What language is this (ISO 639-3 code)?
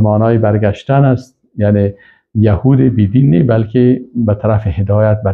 fas